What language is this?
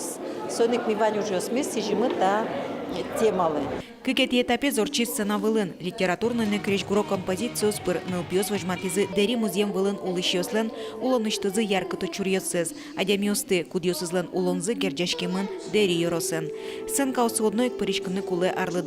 Udmurt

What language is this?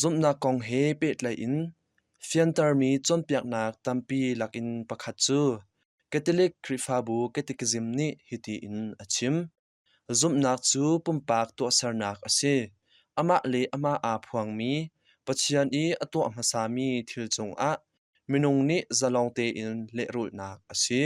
Hakha Chin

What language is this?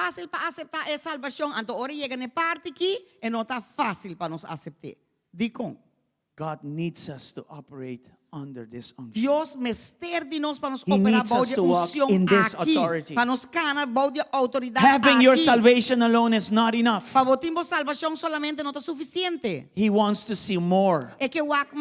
Papiamento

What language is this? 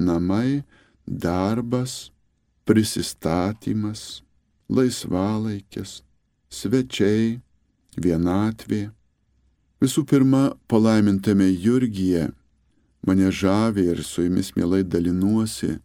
Lithuanian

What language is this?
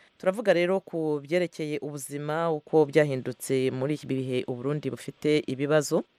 Kinyarwanda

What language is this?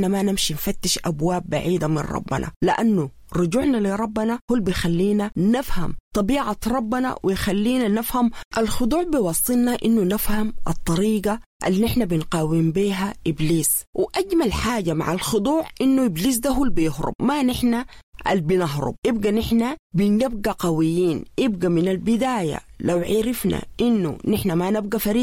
Sudanese Arabic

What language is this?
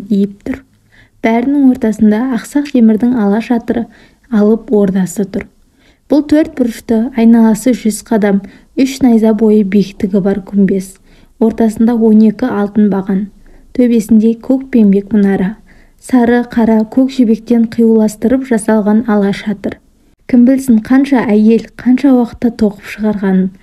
Kazakh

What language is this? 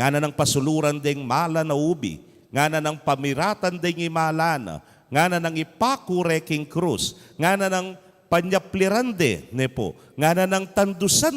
Pampanga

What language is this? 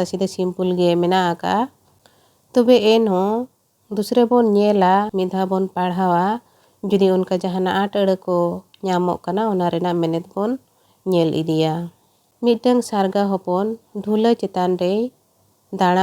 Santali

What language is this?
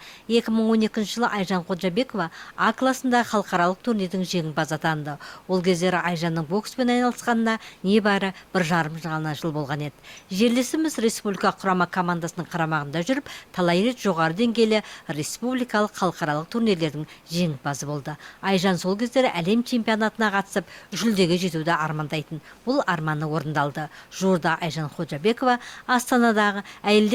Kazakh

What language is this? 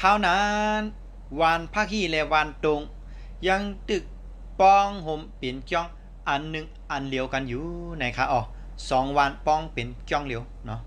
Lao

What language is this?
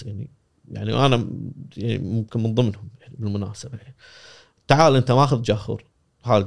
Gulf Arabic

